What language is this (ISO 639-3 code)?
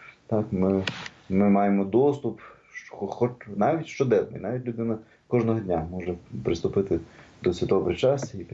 ukr